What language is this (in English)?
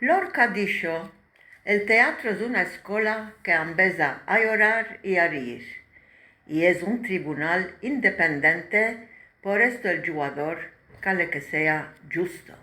Ladino